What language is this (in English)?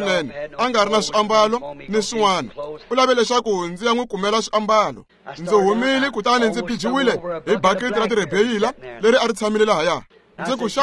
Tsonga